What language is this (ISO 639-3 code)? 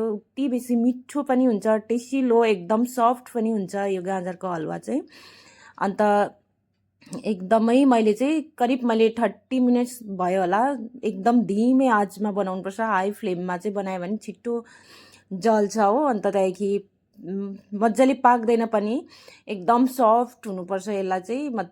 nep